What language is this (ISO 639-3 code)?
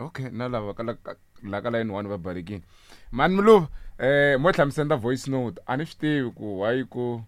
tso